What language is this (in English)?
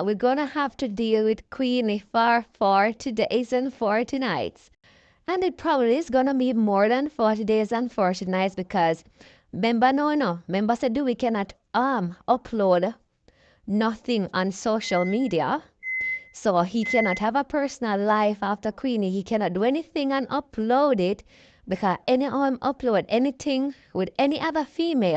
Jamaican Creole English